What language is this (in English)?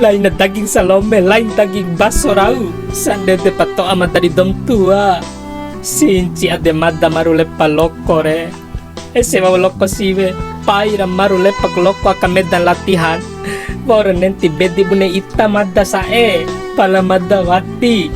Bima